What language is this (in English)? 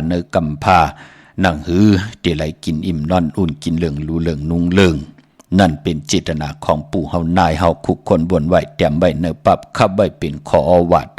Shan